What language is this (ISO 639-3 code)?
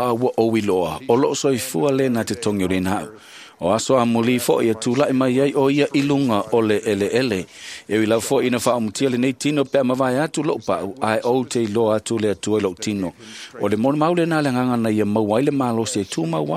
smo